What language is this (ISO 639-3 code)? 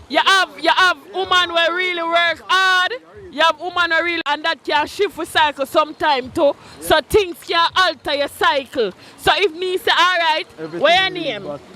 jam